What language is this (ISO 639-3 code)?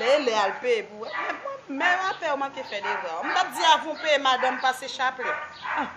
hat